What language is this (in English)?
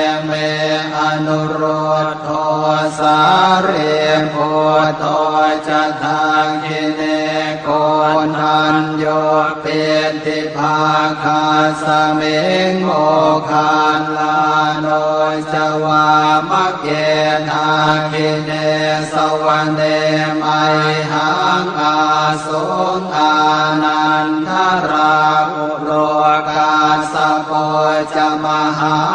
Pali